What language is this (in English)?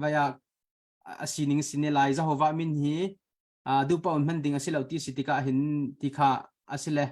Hakha Chin